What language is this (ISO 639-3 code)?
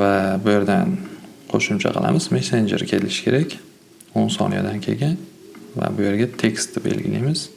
uzb